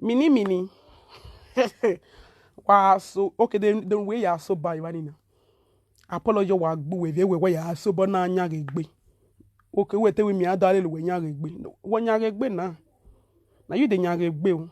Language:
Nigerian Pidgin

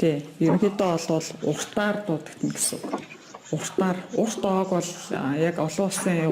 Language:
Mongolian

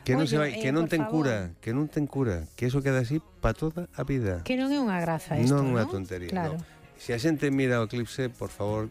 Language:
Galician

